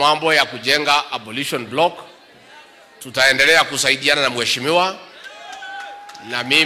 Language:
Swahili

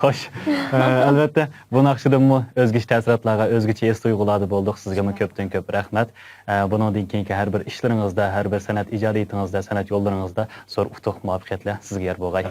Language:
Uyghur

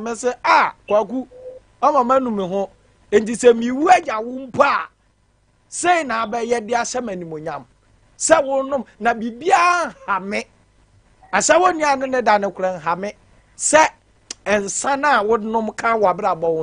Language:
Akan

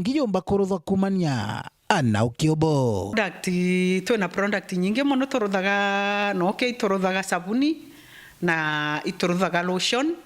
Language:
Meru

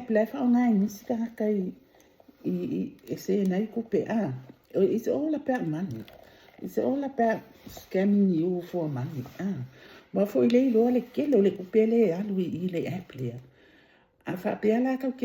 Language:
Samoan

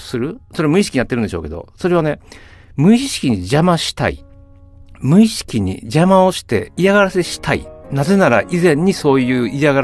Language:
Japanese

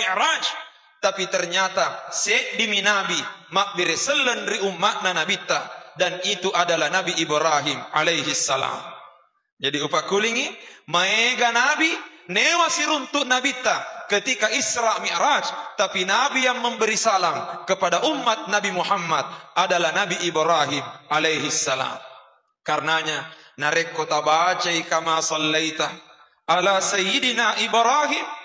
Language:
Buginese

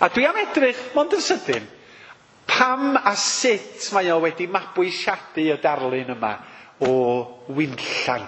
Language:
Welsh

